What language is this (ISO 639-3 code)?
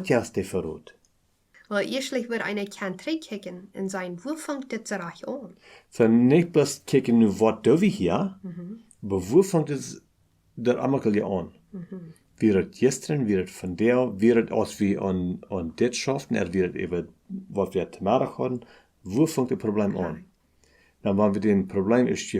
pdt